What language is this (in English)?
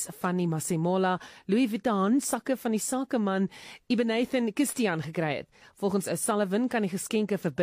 Afrikaans